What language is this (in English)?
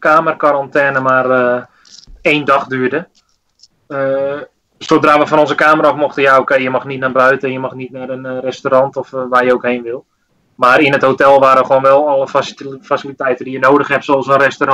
Dutch